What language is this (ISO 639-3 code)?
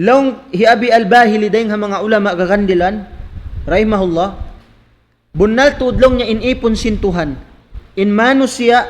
tsg